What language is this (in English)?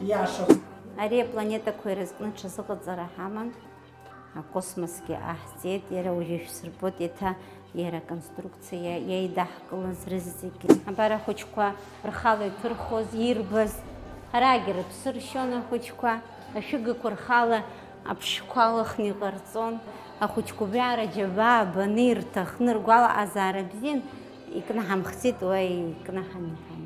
Abkhazian